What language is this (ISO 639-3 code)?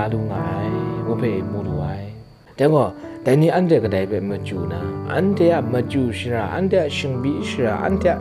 kac